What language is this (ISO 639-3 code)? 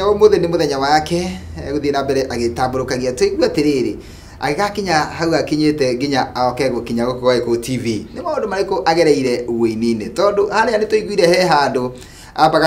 kik